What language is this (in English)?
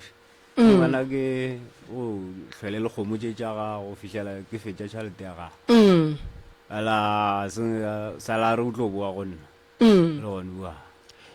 Northern Sotho